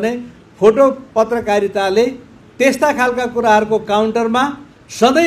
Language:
Nepali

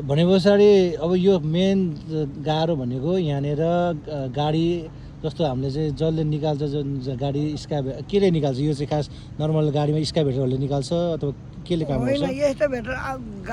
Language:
Nepali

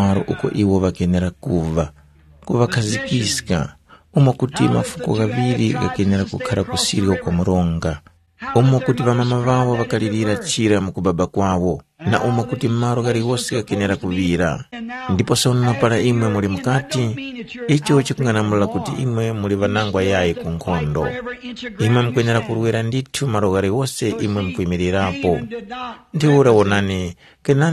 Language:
Tumbuka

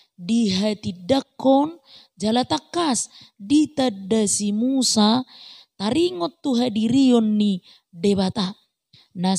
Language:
Batak Toba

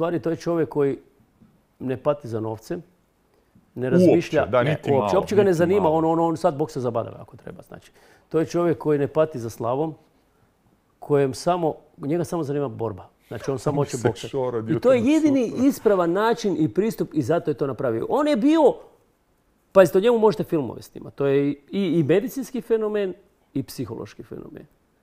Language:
Croatian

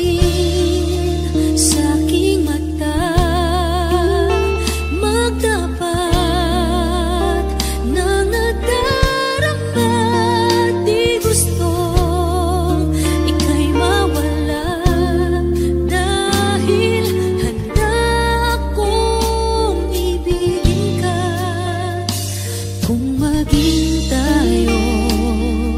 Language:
Filipino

